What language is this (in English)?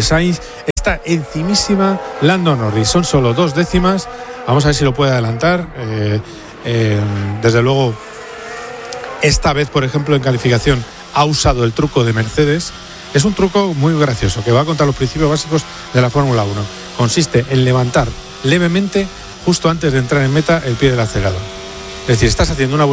Spanish